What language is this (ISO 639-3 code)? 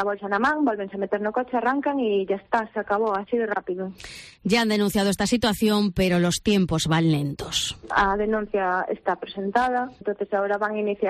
glg